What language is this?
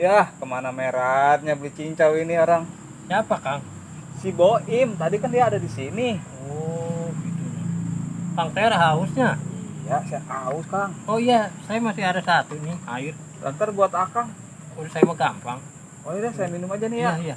Betawi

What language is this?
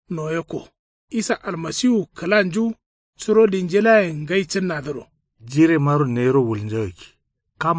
Kanuri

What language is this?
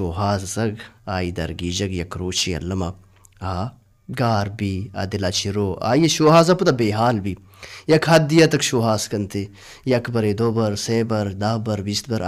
Baluchi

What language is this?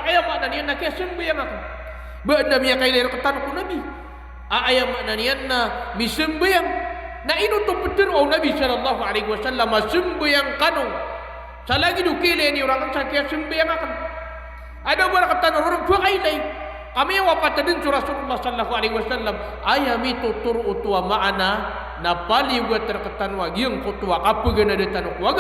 Maranao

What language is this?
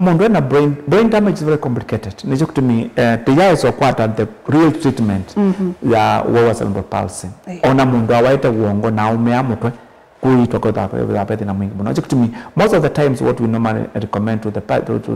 Kamba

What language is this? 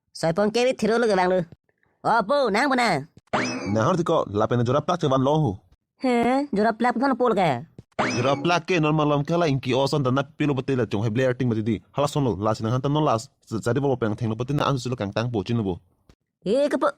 Karbi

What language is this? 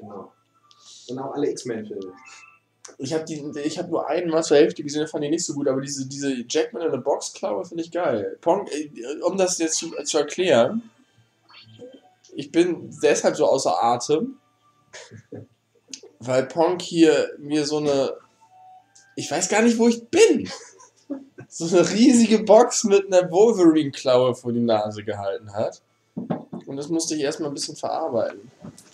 German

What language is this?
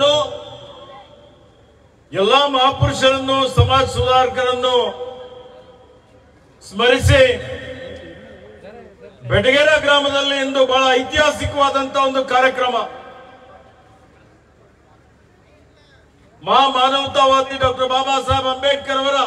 Kannada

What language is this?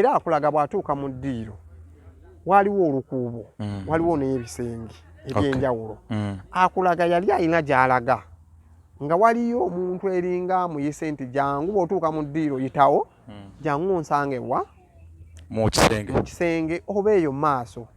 Ganda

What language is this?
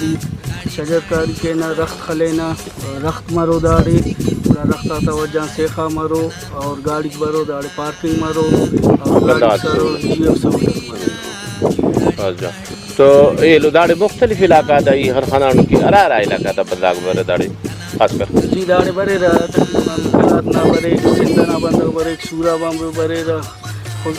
Brahui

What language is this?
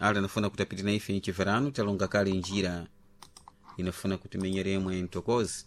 Sena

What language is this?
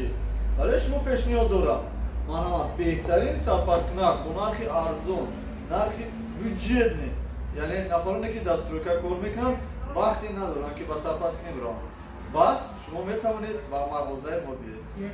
Tajik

